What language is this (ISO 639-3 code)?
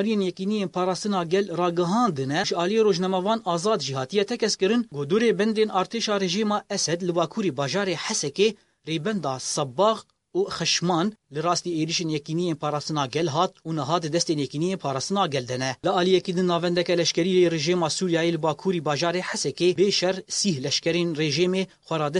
kur